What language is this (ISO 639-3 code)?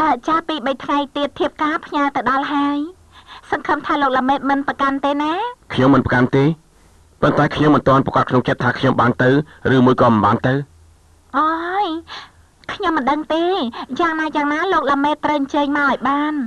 khm